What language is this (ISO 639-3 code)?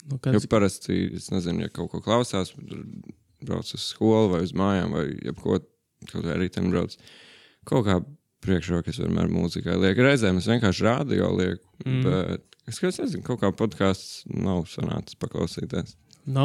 lav